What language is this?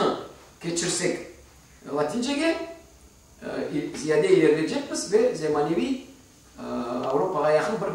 Crimean Tatar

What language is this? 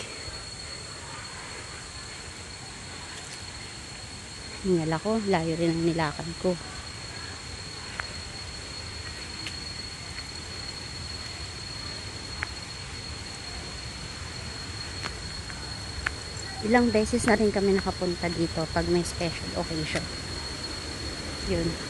Filipino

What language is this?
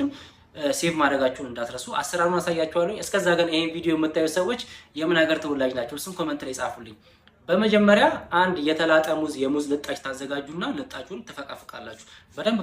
Amharic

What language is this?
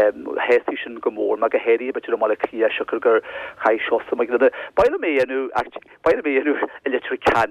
Irish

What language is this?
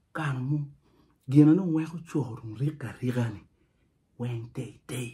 Acoli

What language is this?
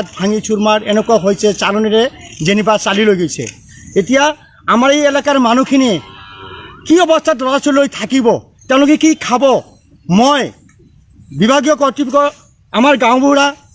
Assamese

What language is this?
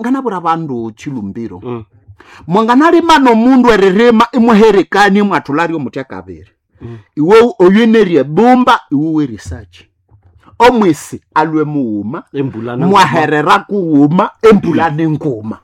Nande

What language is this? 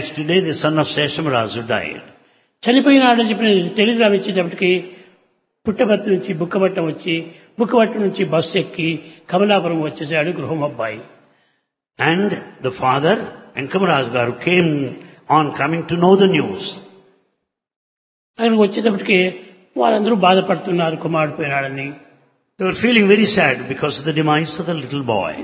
Telugu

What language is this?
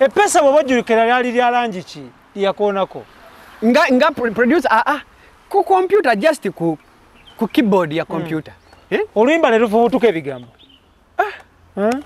Ganda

